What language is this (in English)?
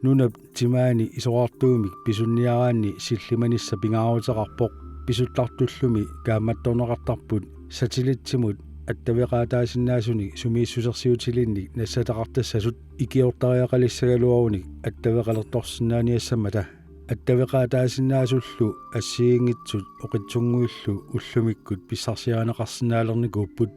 Kalaallisut